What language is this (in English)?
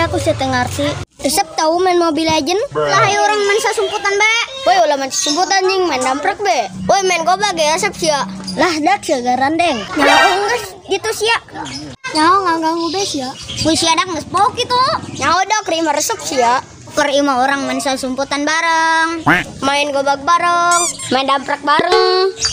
Sundanese